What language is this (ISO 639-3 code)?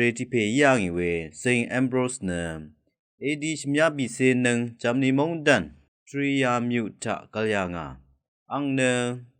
raw